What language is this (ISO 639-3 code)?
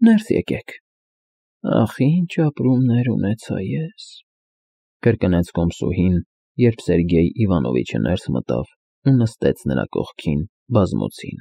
hye